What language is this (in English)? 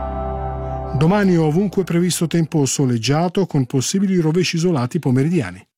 Italian